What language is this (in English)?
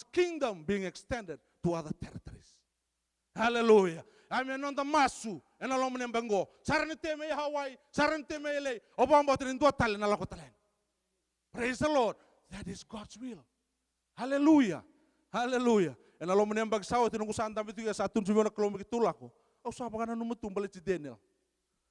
Fijian